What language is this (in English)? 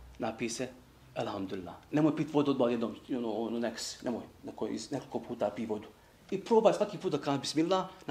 Bosnian